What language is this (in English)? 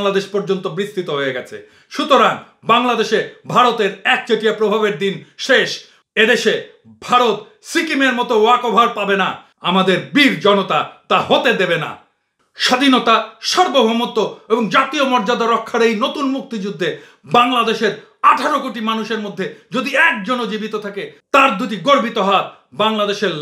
Bangla